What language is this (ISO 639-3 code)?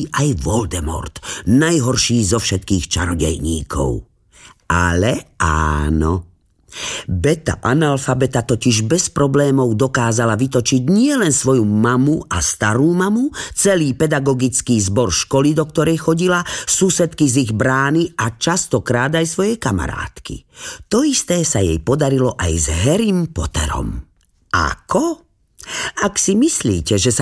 slk